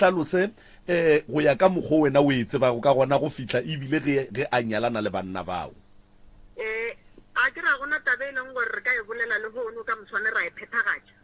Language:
Northern Sotho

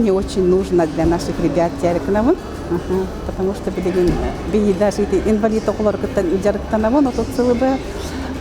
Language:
Yakut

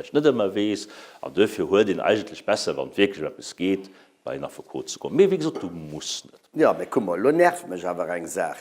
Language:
Luxembourgish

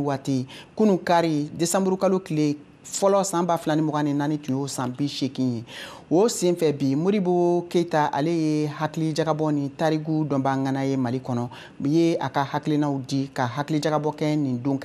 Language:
Bambara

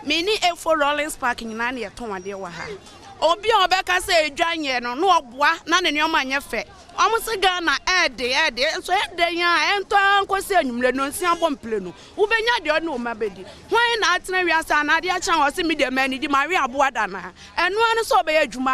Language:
Akan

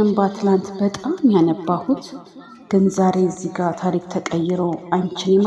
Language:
Amharic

